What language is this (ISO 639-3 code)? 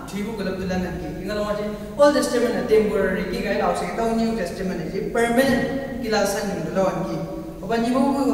nbc